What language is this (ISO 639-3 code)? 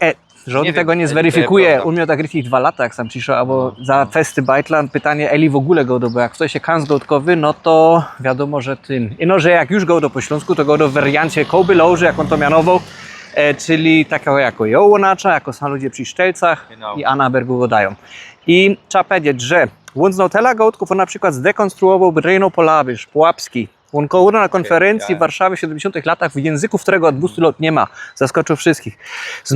szl